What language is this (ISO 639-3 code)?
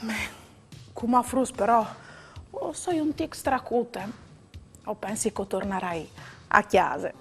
fur